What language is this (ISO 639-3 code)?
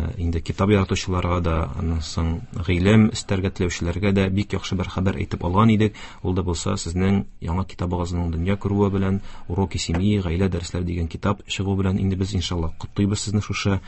tat